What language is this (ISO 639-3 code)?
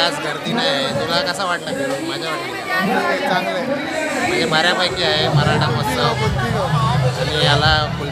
mar